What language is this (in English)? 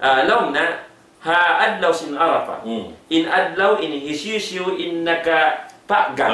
Tausug